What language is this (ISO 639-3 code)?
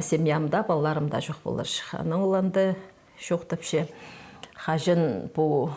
kjh